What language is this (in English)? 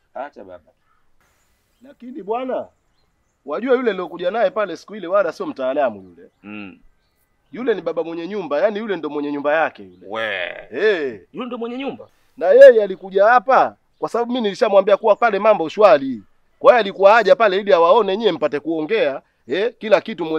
Swahili